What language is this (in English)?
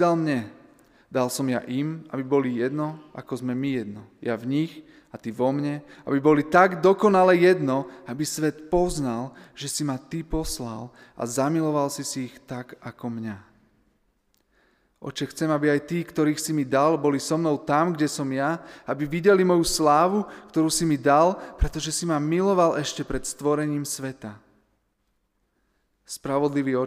Slovak